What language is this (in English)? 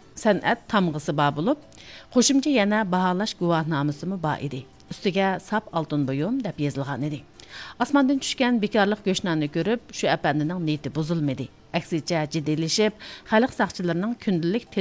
Uyghur